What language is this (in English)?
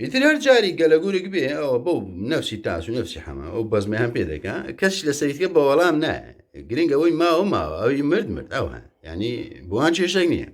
Central Kurdish